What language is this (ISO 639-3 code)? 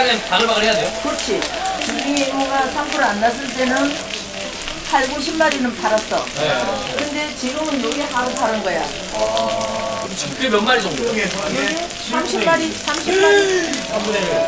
kor